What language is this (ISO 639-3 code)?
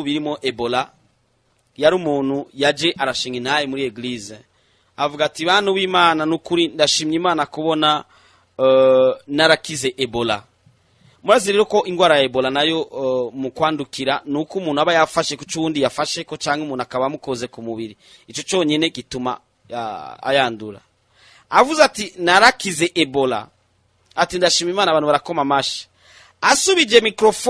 run